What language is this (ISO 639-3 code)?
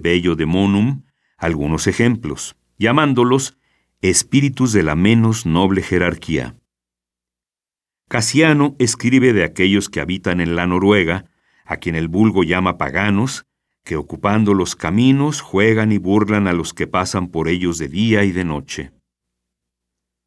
spa